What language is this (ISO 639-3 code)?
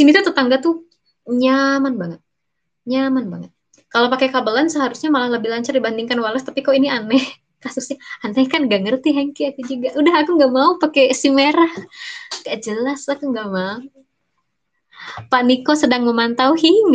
ind